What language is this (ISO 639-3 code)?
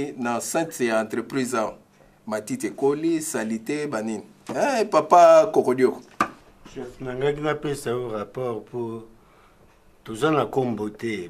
lin